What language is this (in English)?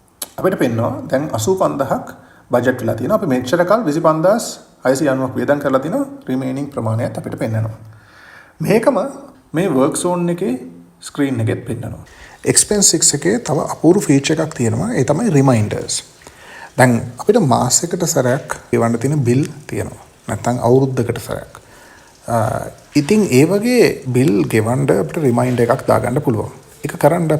Sinhala